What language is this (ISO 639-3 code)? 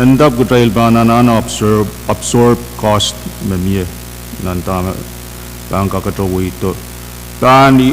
pon